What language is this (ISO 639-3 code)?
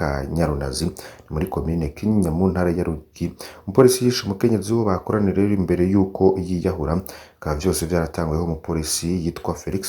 run